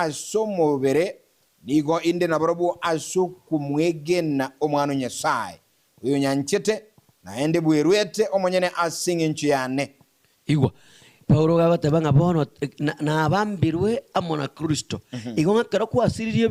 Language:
Gusii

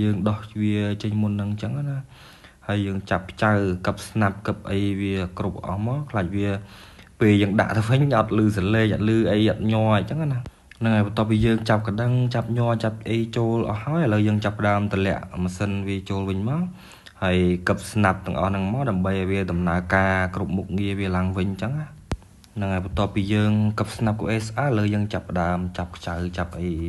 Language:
Khmer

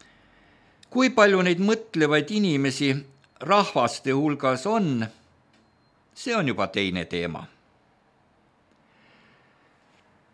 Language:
Estonian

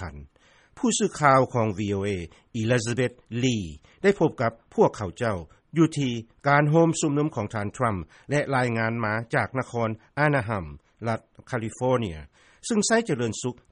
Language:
Lao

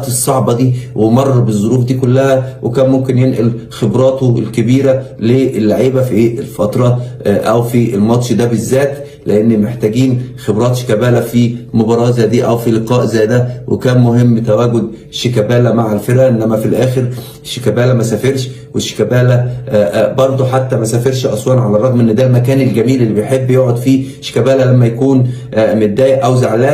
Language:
Egyptian Arabic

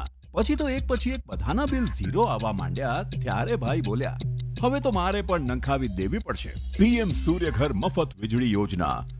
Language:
Gujarati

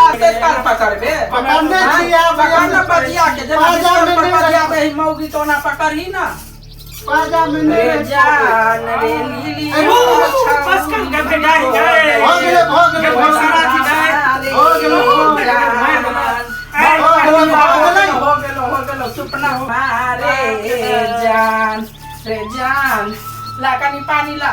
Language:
Maithili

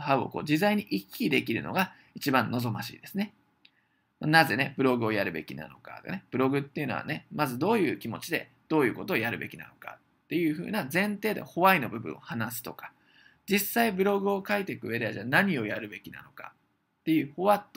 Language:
Japanese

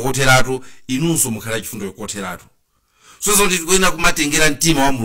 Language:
Nyanja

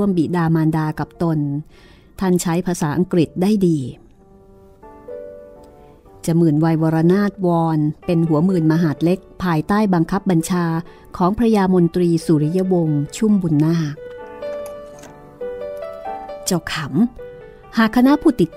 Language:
Thai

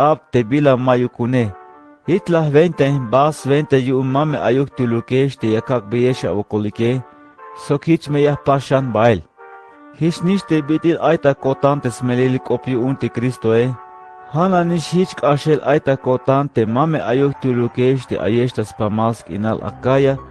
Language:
Tzeltal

